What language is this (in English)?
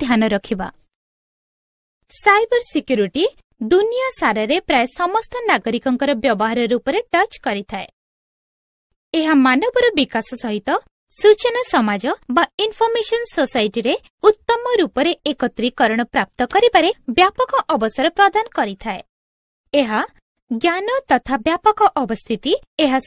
Odia